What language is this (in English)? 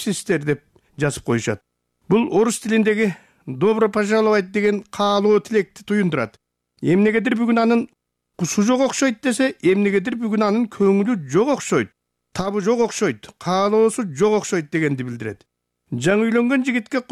Kyrgyz